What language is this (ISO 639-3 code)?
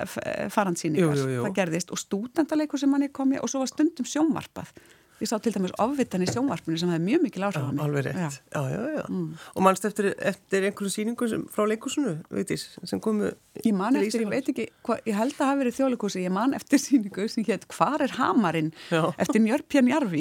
isl